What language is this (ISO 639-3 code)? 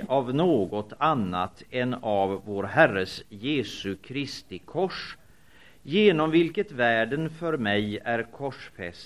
swe